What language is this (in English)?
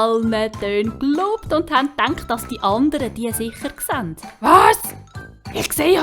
Swiss German